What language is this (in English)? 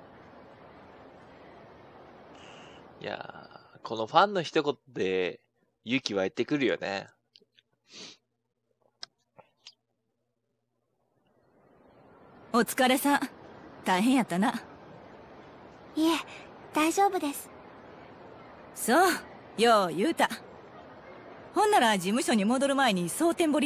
Japanese